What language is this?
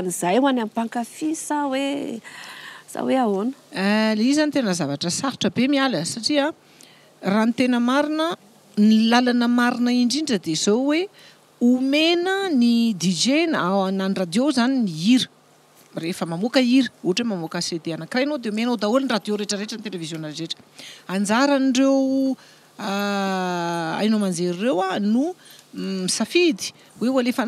Malagasy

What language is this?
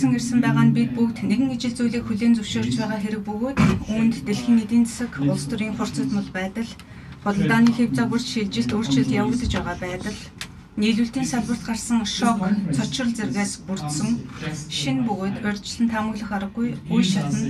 Mongolian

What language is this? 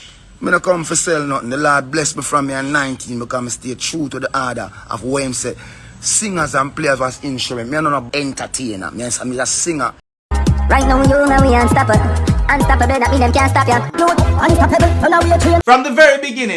Jamaican Creole English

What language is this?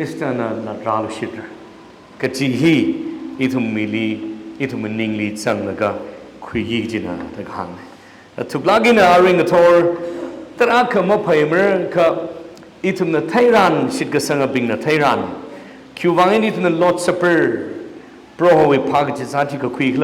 Tangkhul Naga (India)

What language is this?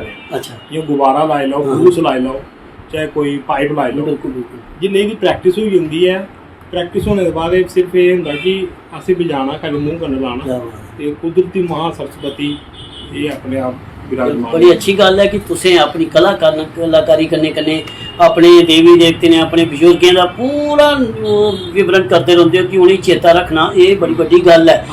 Dogri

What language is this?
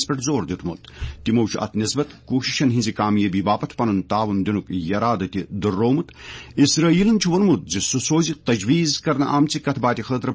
Kashmiri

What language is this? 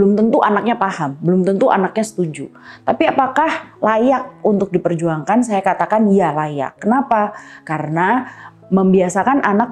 Indonesian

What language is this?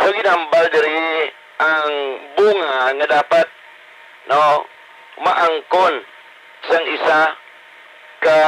Hiligaynon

